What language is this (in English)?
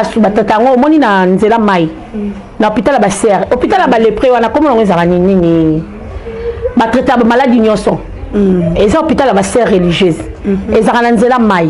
Lingala